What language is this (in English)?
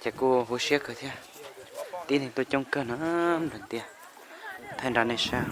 Hmong